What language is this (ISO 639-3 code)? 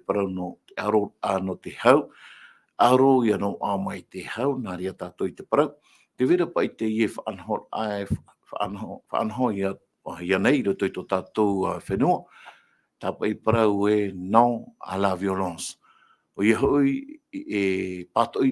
tah